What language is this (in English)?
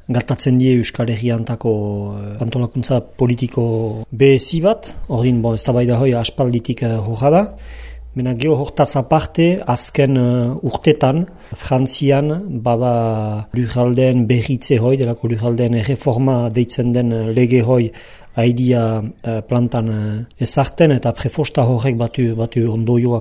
Basque